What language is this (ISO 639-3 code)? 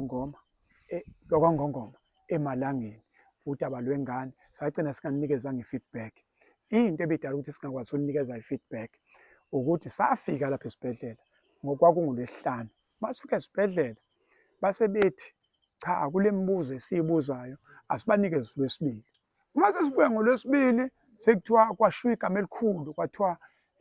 zul